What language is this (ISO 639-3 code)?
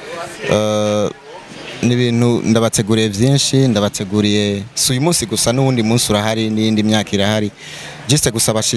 run